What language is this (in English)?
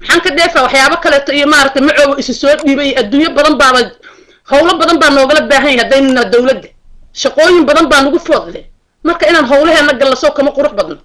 Somali